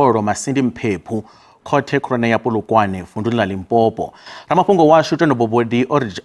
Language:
Venda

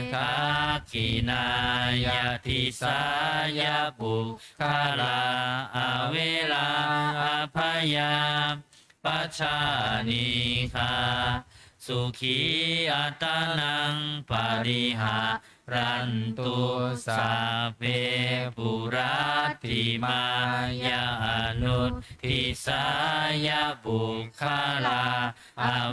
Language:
Pali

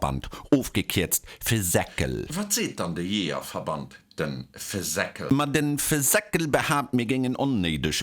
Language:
Luxembourgish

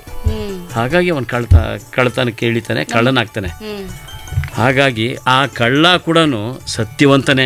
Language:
Kannada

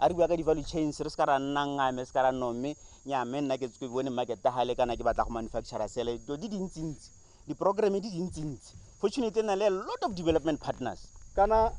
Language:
Tswana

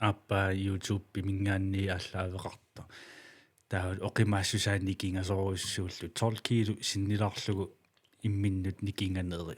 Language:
Kalaallisut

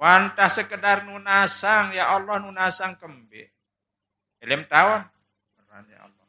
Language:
Sasak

